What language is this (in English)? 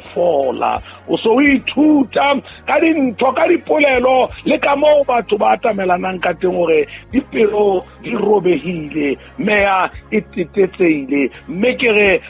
Southern Sotho